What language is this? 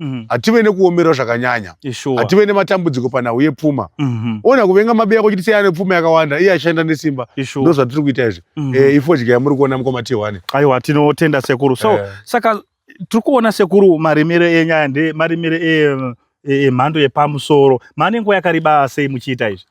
Shona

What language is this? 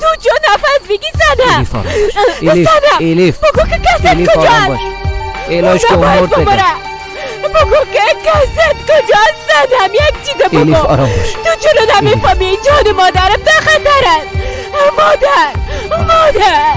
Persian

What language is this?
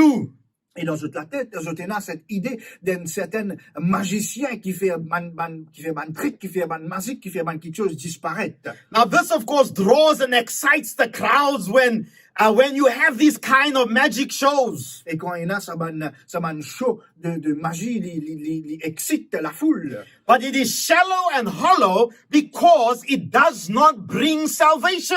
Morisyen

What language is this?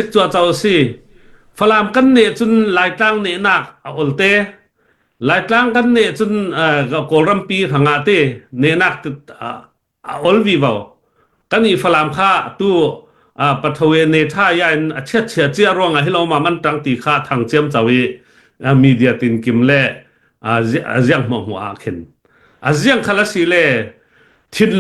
Falam Chin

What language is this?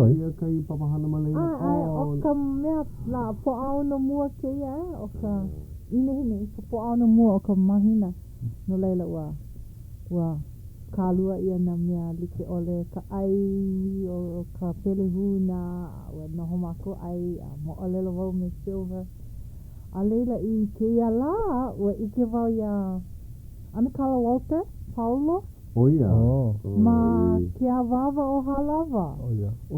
Hawaiian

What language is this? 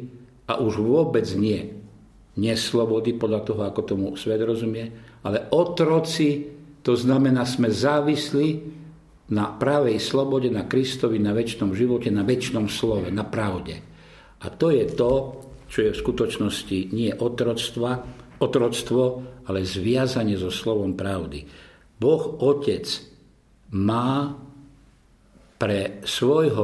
Slovak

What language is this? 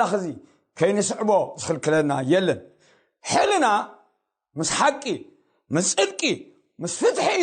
Tigrinya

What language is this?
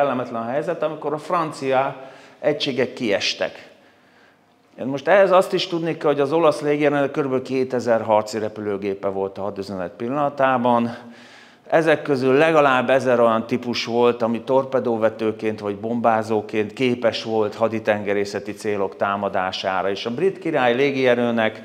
Hungarian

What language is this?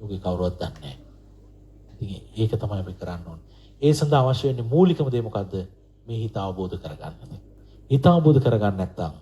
Sinhala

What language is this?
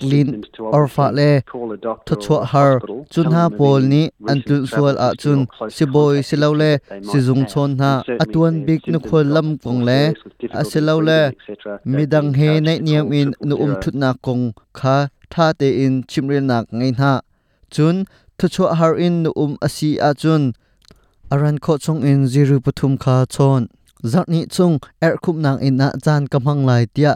Hakha Chin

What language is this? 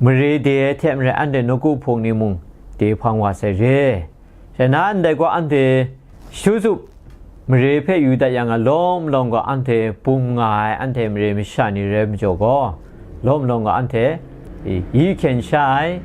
Kachin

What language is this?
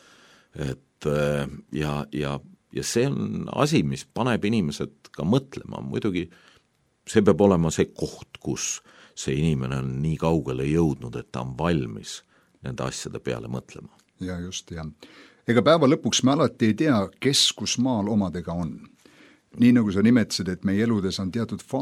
Estonian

